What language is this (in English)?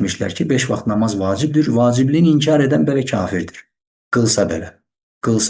Azerbaijani